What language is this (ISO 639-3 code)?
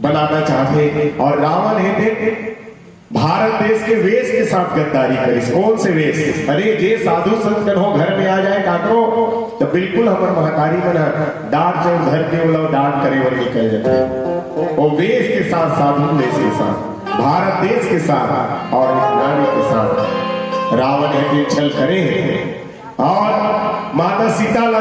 hne